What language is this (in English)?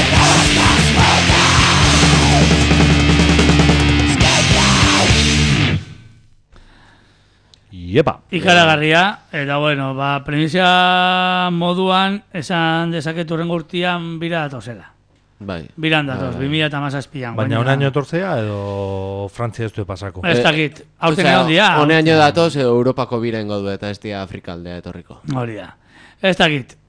Basque